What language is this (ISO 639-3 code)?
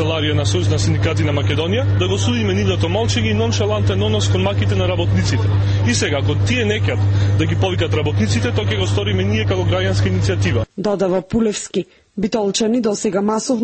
mkd